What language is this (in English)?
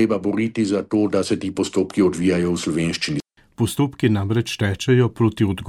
Slovenian